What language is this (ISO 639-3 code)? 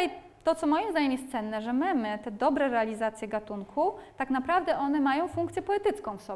pol